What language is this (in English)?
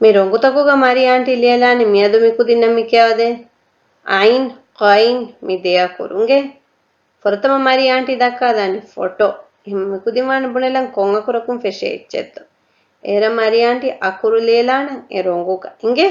Divehi